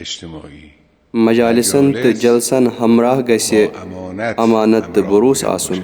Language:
Kashmiri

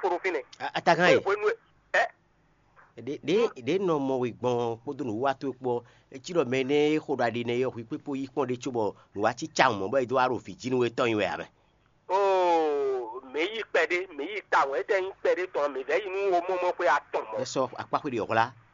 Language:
Fon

